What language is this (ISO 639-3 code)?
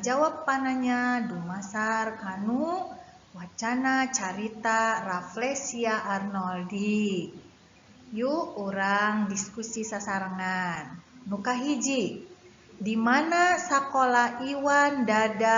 sun